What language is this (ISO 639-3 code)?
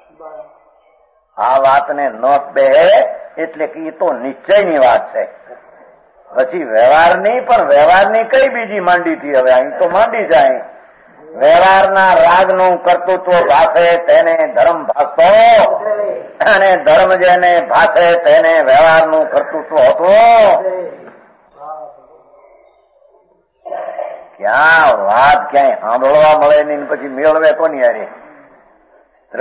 guj